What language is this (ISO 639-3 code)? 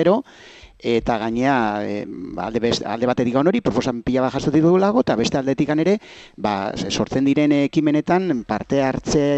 eus